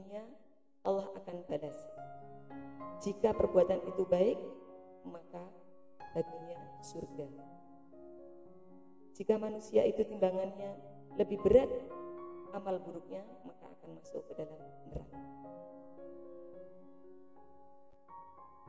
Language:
Indonesian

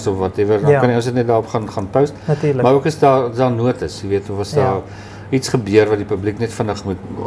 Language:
Afrikaans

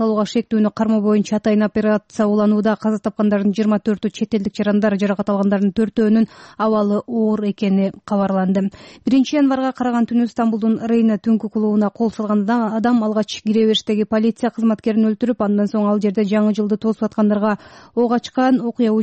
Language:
Kyrgyz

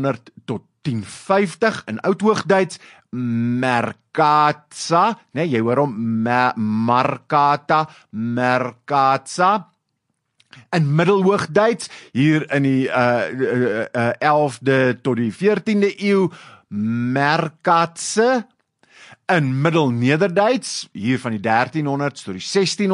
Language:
Afrikaans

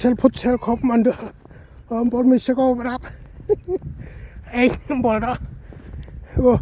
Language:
Central Mnong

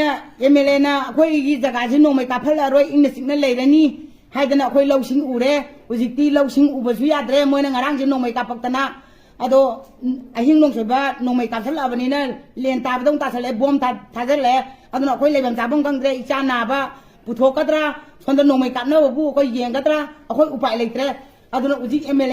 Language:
Manipuri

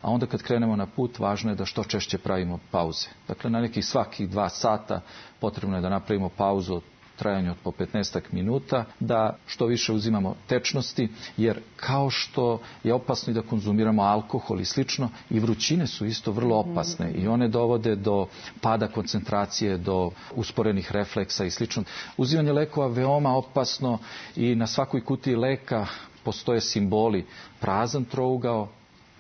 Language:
Serbian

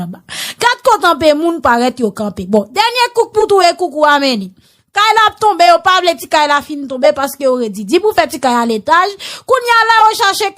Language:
Haitian Creole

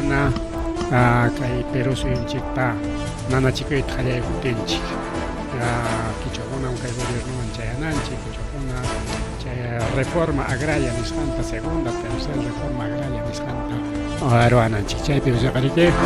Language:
Ayacucho Quechua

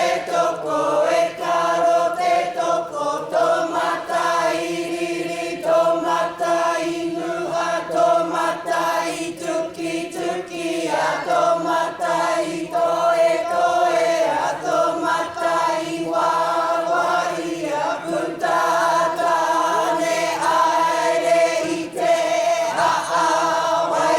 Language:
Māori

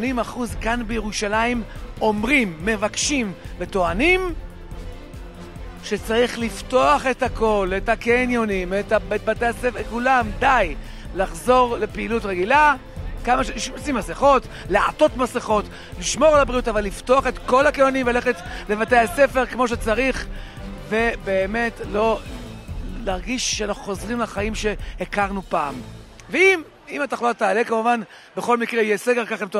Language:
Hebrew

